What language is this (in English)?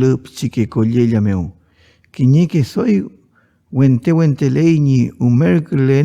Mapuche